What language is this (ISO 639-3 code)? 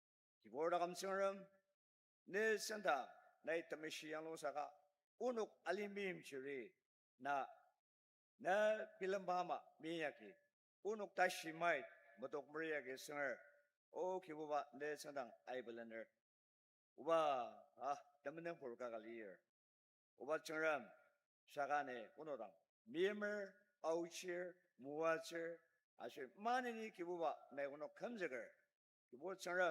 njo